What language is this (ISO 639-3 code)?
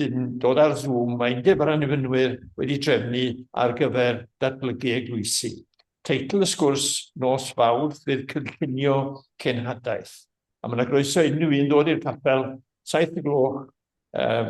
cym